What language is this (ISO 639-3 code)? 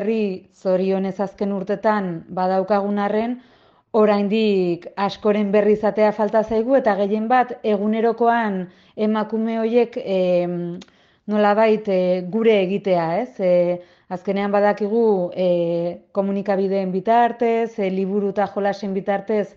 eus